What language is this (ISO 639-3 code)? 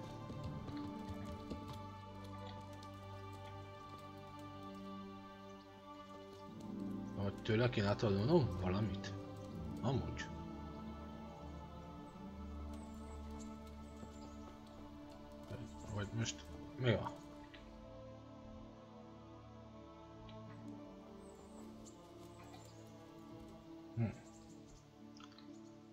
hun